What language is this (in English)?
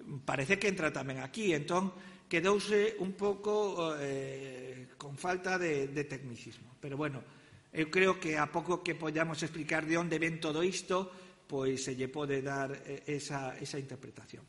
Galician